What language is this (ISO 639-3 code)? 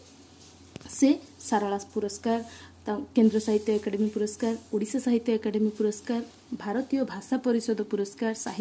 ori